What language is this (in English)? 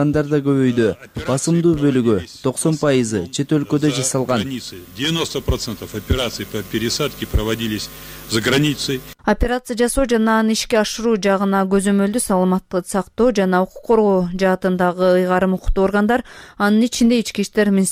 Kyrgyz